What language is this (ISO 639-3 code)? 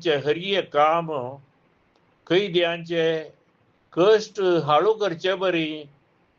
kok